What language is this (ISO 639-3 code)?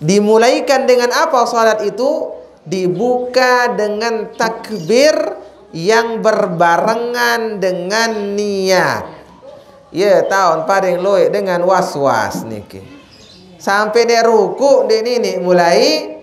sas